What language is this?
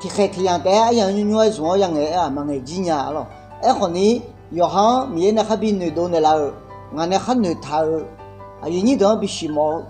Akha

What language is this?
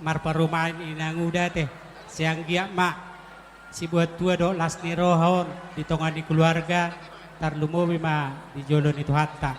Batak Toba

